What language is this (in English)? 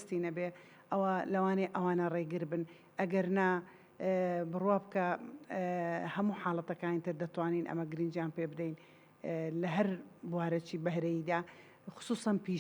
Central Kurdish